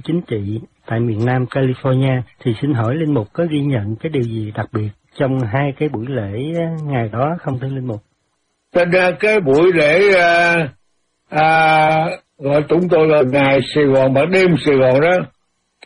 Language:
Vietnamese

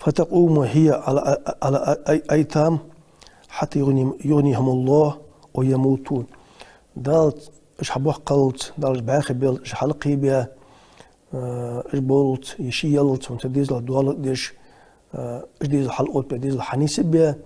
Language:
Ingush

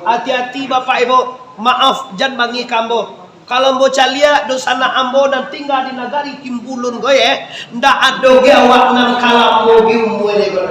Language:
Minangkabau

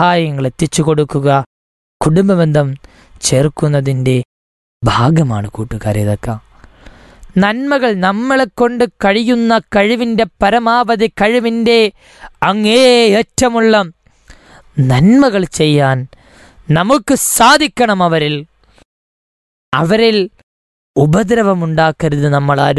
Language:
Malayalam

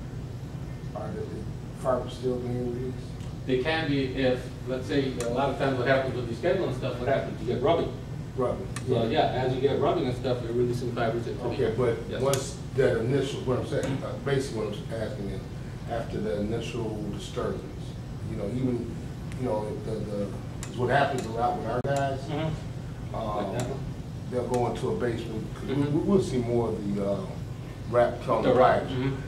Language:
English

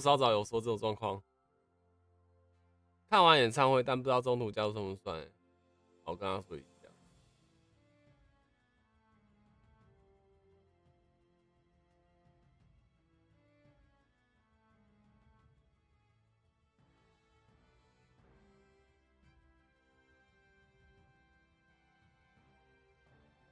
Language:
Chinese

